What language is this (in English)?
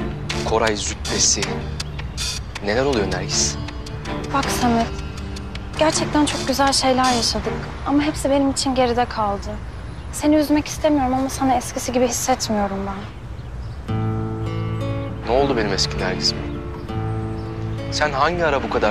Turkish